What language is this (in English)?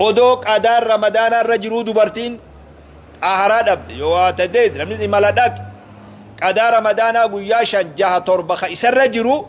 Oromo